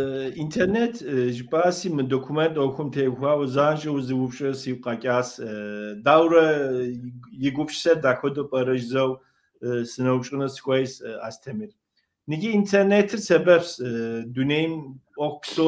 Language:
Kabardian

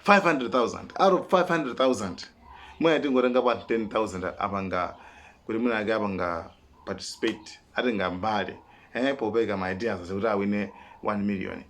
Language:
Nyanja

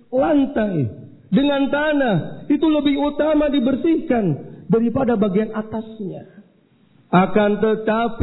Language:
Indonesian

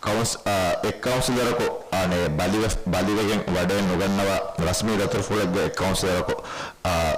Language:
Divehi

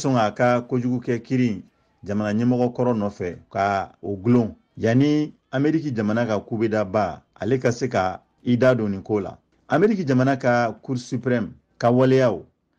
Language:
Bambara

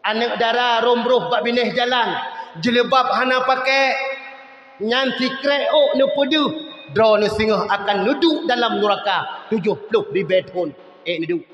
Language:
Achinese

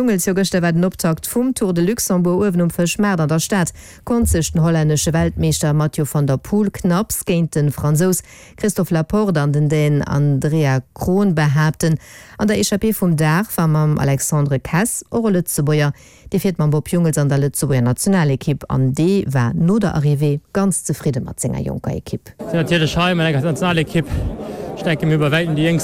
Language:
Luxembourgish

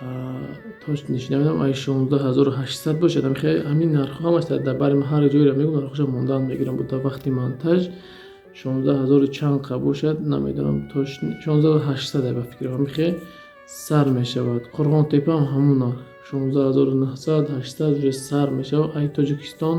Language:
Tajik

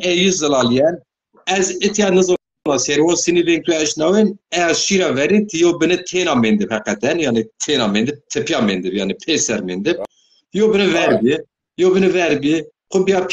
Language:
Zaza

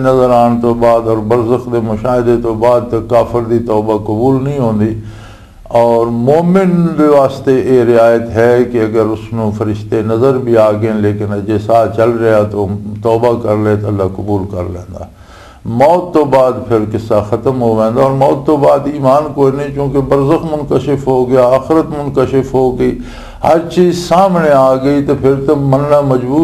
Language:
Western Panjabi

